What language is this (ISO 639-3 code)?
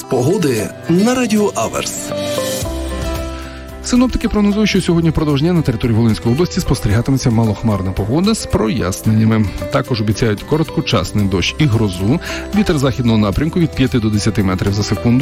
ukr